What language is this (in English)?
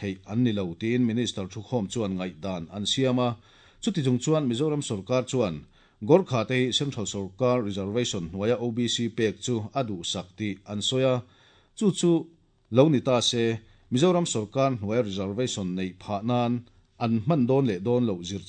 Mizo